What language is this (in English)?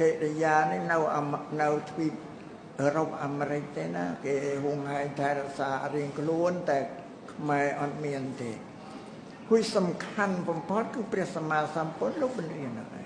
Khmer